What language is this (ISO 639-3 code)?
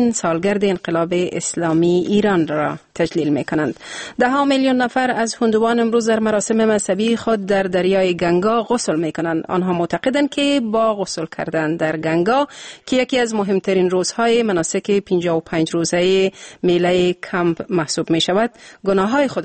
fas